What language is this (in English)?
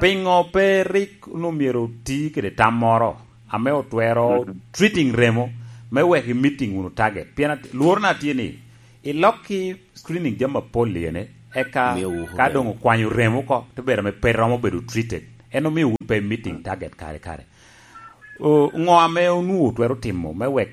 Lango (Uganda)